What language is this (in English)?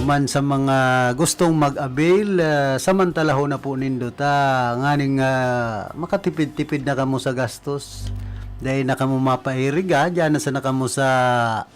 Bikol